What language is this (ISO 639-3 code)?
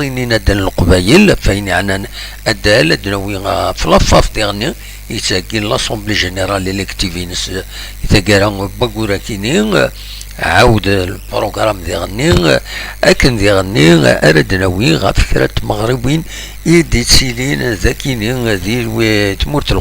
kab